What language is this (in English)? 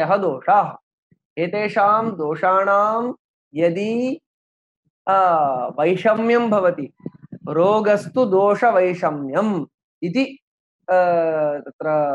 Sanskrit